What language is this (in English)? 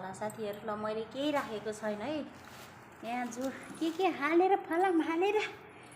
Nepali